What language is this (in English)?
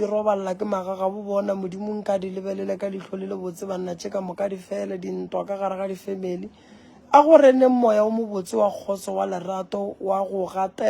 Northern Sotho